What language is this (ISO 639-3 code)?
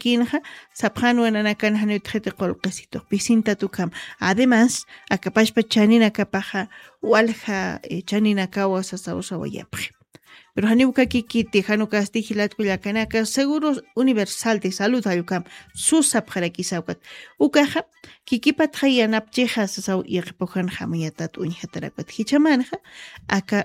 aym